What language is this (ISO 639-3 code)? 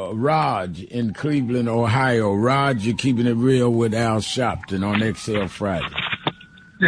eng